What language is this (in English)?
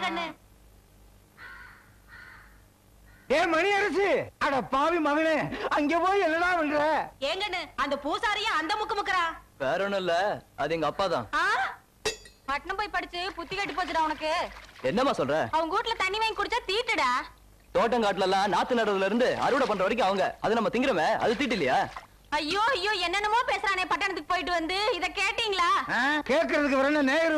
Tamil